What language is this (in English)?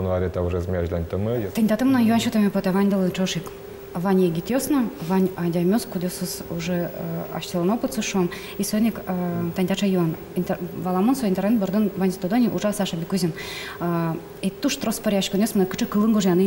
Udmurt